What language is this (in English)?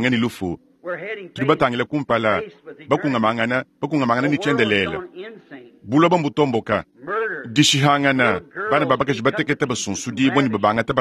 Luba-Lulua